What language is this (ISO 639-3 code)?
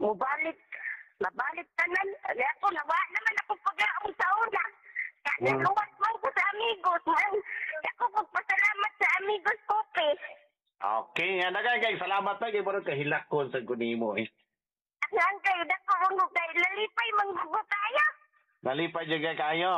ceb